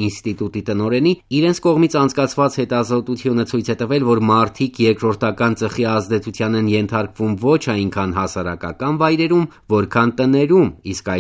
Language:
Armenian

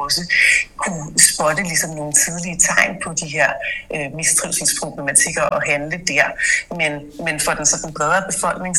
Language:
Danish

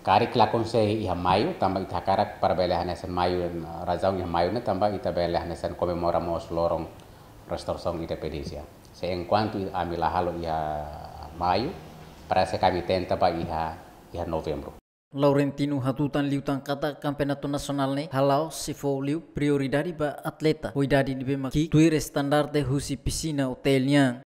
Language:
Tetum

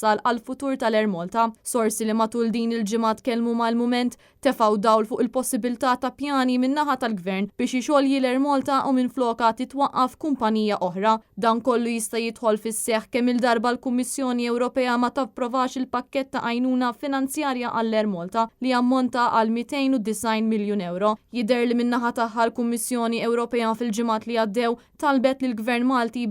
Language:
Maltese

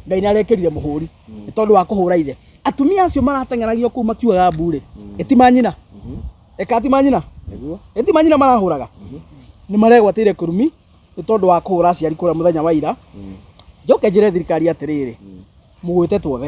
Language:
Kikuyu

